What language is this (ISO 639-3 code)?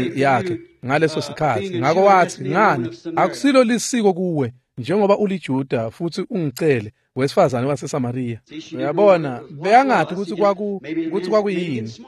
ssw